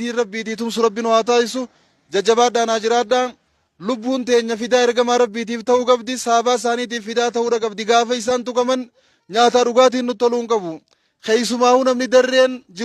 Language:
Oromo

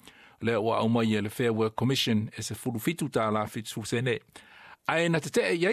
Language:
Samoan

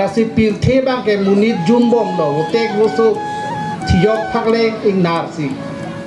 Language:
Karbi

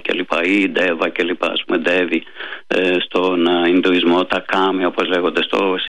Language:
Greek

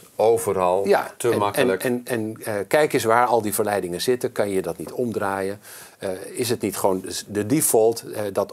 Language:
Dutch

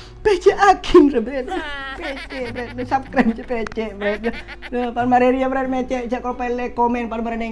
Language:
Madurese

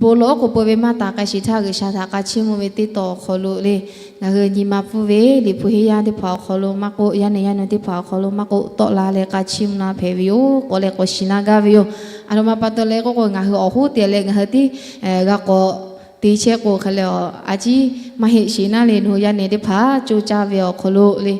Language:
Lahu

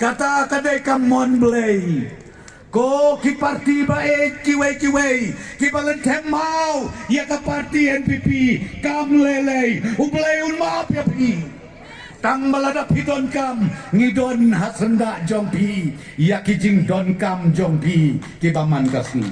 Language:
Khasi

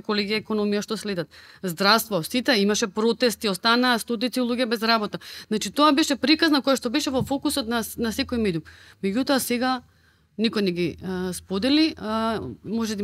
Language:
Macedonian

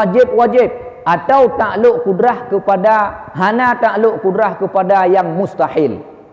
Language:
Achinese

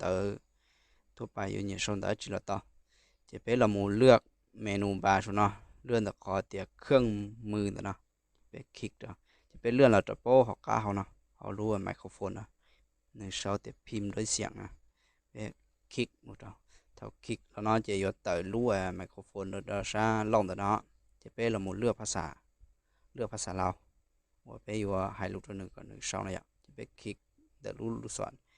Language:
Hmong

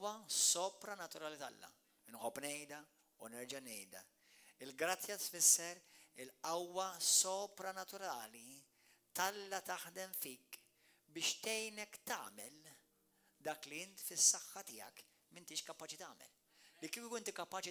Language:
Maltese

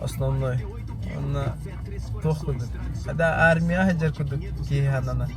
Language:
Yakut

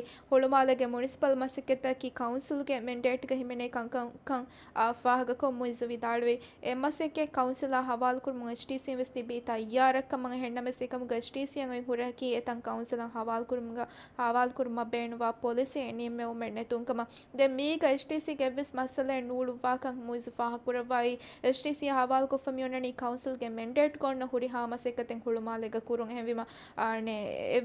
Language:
Divehi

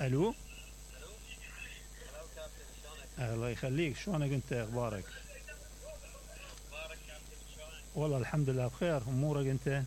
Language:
Mesopotamian Arabic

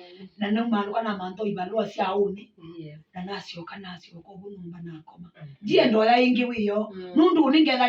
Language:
Kamba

